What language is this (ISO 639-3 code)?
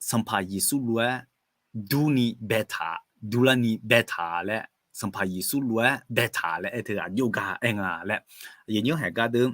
ahk